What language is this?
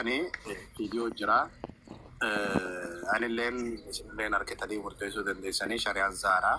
Oromo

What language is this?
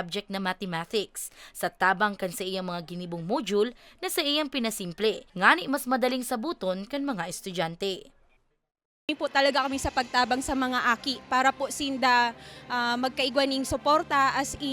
Bikol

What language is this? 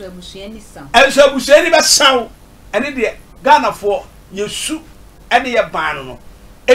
Akan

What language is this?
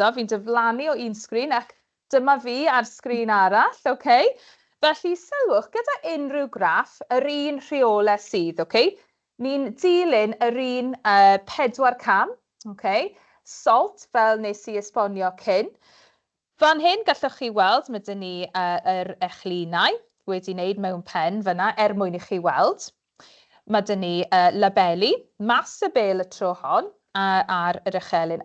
Welsh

